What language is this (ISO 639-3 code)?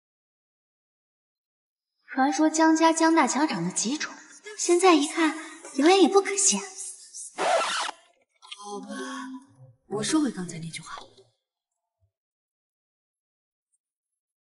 zho